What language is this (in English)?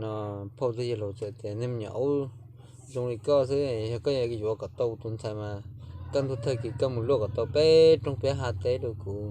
Hmong